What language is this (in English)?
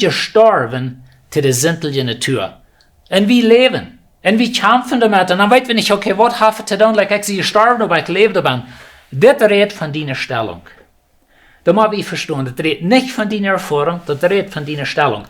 Plautdietsch